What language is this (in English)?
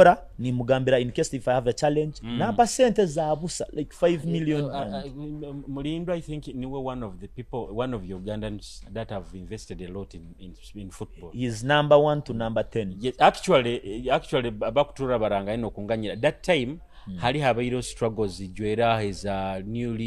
Nyoro